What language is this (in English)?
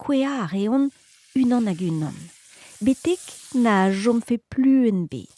Breton